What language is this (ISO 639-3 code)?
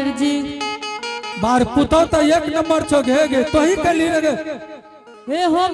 anp